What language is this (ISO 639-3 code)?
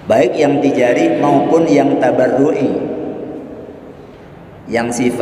ind